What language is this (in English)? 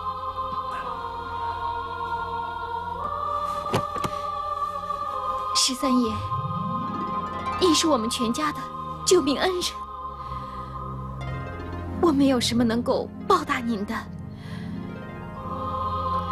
Chinese